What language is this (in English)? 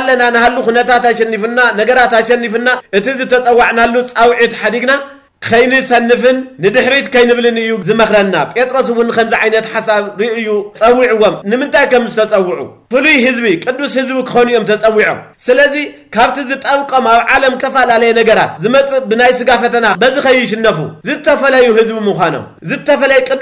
Tigrinya